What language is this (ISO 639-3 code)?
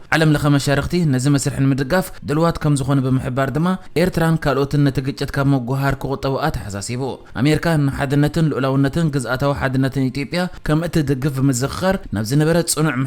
tir